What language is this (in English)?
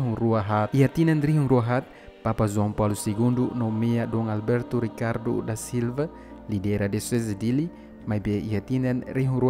Tetum